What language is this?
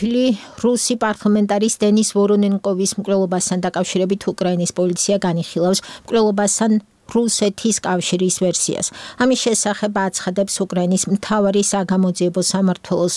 Georgian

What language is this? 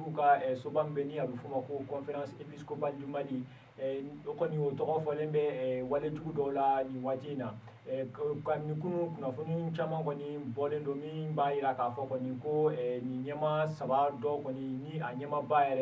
Bambara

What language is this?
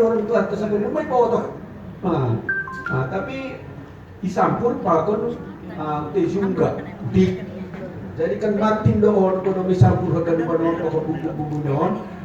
Batak Simalungun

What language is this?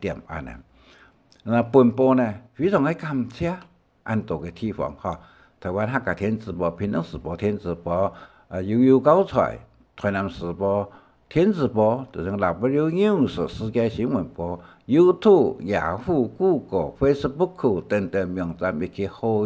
Hakka Chinese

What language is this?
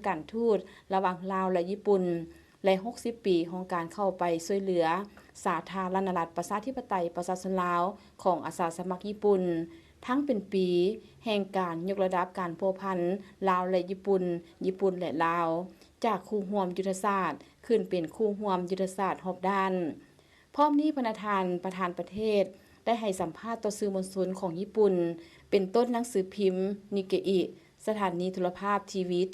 Lao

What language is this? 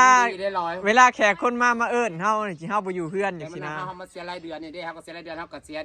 Northeastern Thai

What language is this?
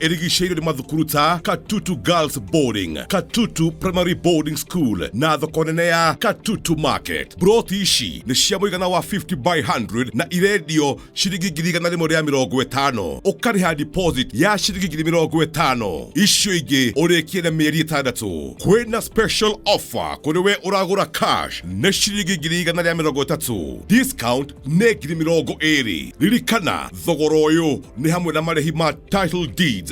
Kikuyu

